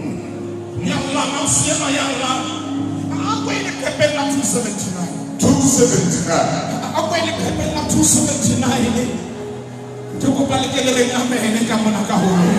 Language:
Southern Sotho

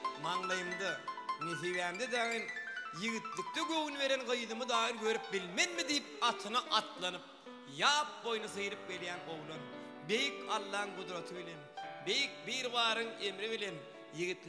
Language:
Turkmen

